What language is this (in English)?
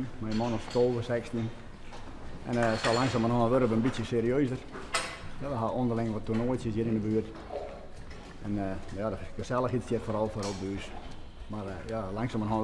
Western Frisian